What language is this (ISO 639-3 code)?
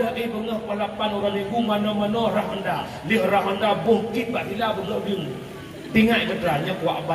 ace